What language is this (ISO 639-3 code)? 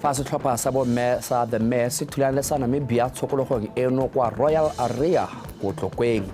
tsn